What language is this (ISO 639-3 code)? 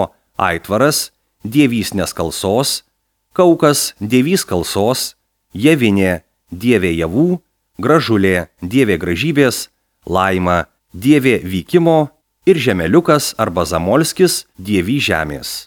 lit